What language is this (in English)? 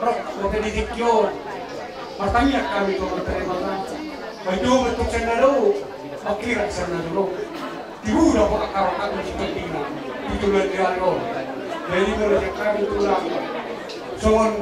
Batak Toba